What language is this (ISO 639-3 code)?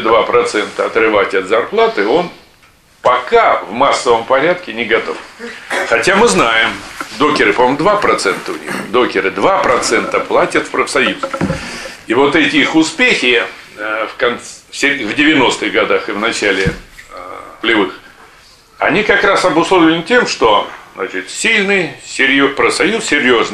rus